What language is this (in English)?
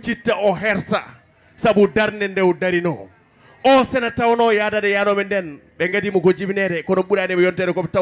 Fula